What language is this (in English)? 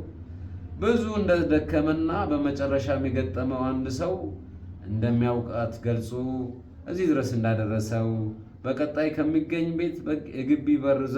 Amharic